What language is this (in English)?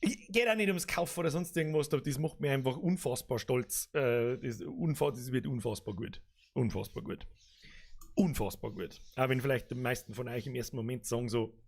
Bavarian